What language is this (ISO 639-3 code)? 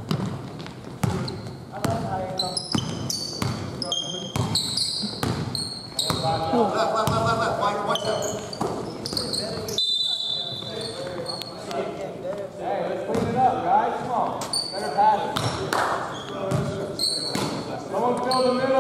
eng